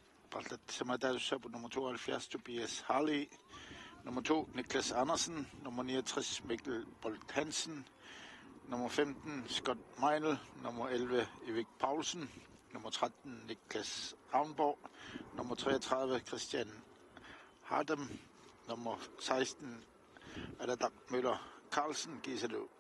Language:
Kalaallisut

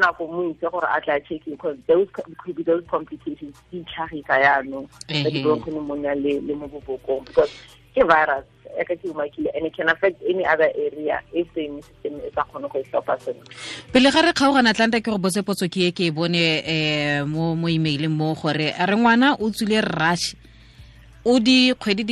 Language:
Tswana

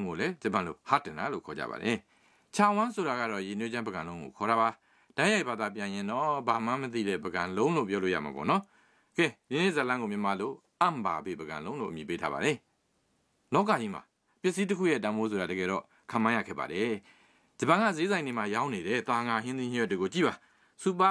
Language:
Burmese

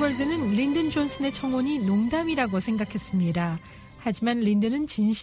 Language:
Korean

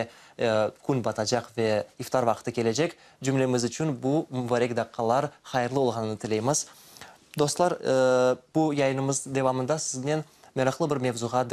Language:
Crimean Tatar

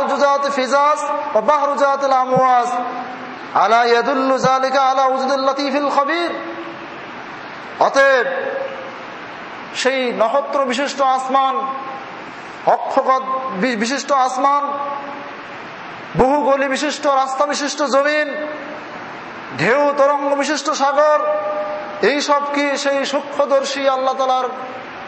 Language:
Bangla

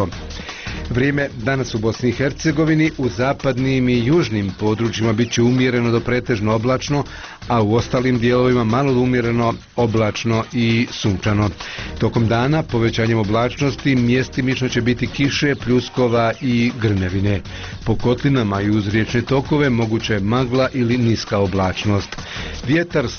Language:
Bosnian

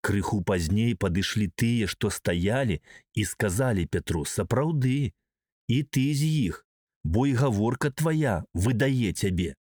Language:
Belarusian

